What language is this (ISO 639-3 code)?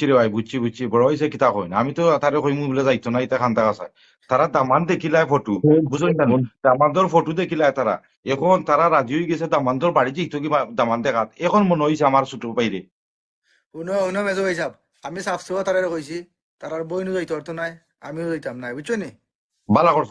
syl